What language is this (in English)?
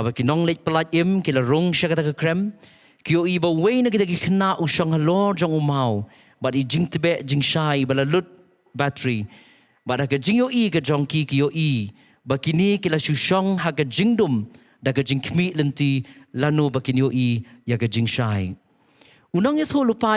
Khasi